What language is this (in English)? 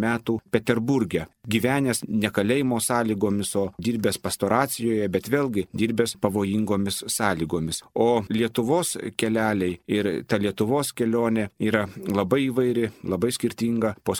Lithuanian